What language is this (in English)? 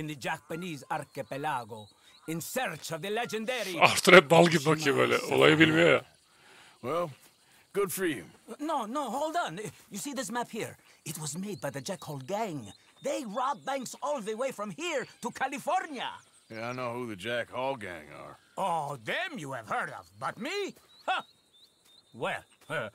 Turkish